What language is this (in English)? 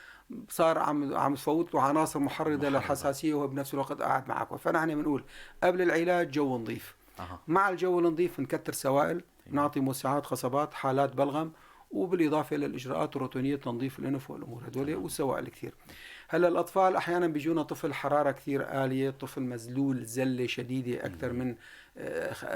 North Levantine Arabic